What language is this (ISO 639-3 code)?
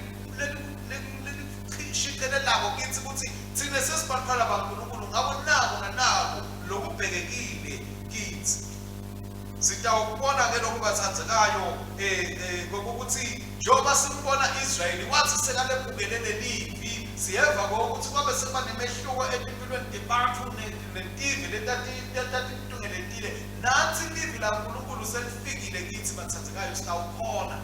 ssw